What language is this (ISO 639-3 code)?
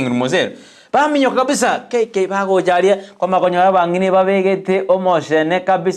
guz